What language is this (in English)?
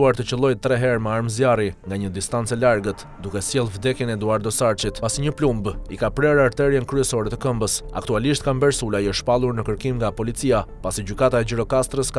Albanian